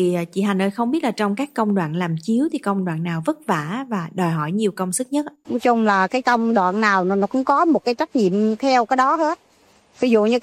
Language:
Vietnamese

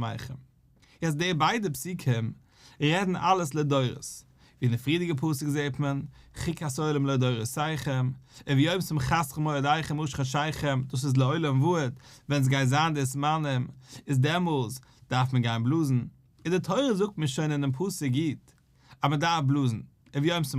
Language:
Yiddish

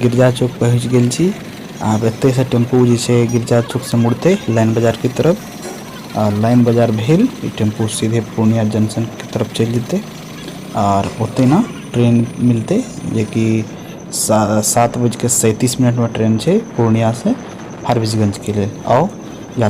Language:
Maithili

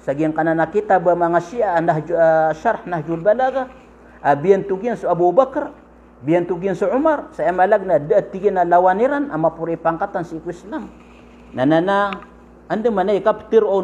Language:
Maranao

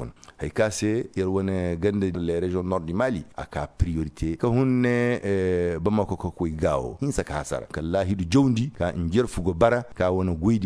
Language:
Koyraboro Senni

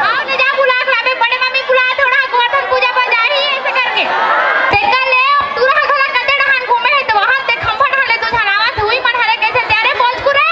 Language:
Chhattisgarhi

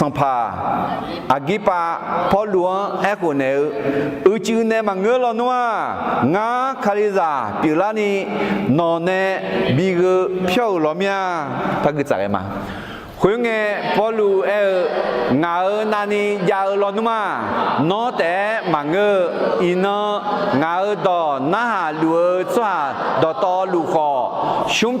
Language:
Akha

